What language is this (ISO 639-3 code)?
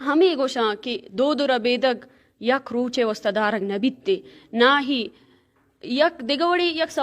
bal